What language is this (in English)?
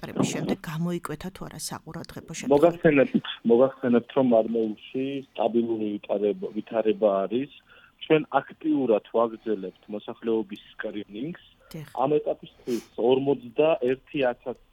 Georgian